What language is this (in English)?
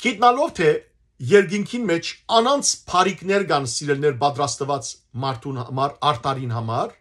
Western Armenian